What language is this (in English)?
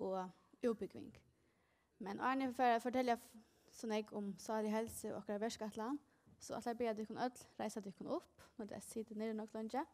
Faroese